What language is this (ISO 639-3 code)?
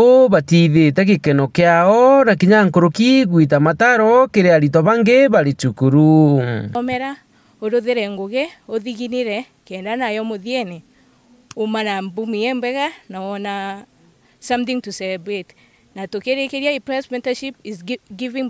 mer